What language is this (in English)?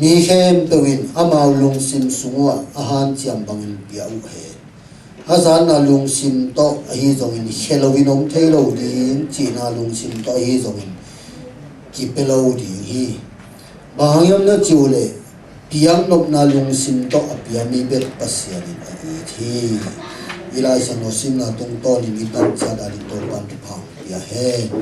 Tedim Chin